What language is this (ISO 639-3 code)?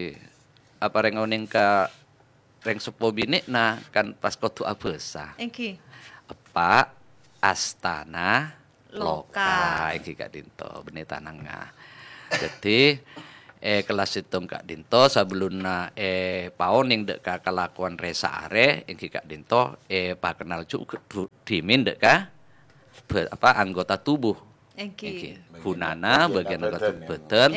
mad